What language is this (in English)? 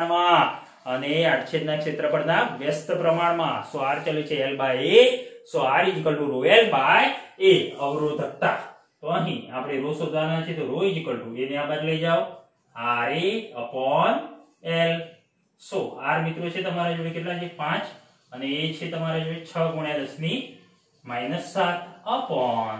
Gujarati